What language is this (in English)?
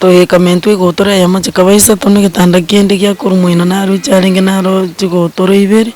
Gusii